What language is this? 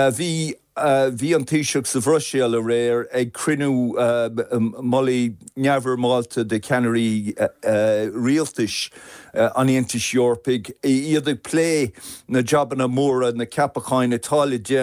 Irish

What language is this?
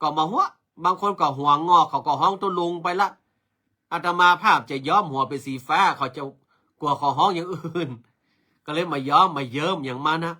Northern Thai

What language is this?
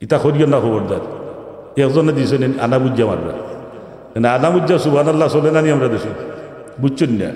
Sylheti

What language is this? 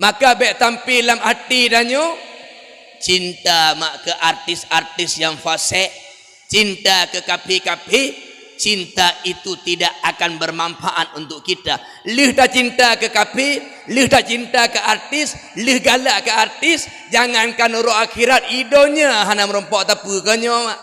Achinese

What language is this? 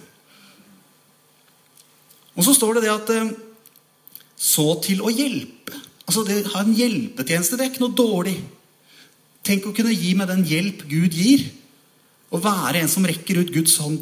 Norwegian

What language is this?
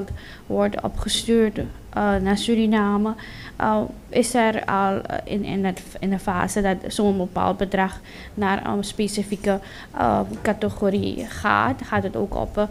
Dutch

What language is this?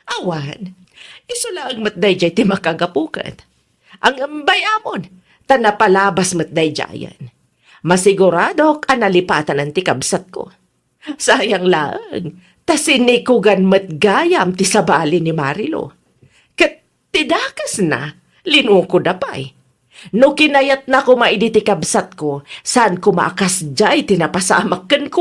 Iloko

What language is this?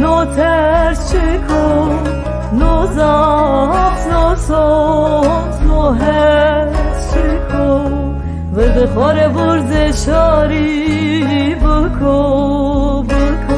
Zaza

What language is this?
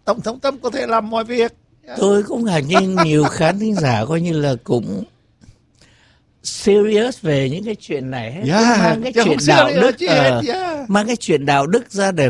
Vietnamese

